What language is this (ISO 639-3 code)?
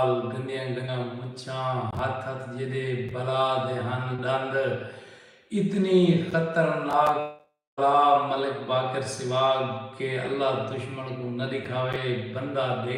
skr